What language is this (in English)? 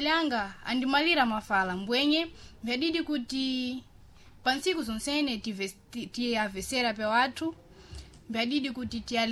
Sena